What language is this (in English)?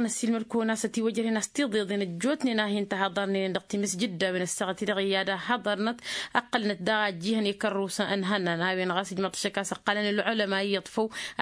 Tamasheq